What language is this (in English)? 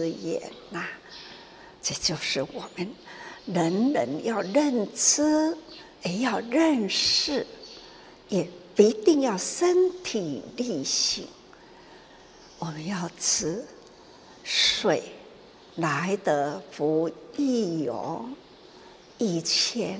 Chinese